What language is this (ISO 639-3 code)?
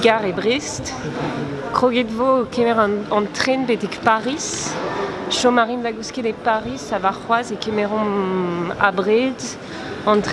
bre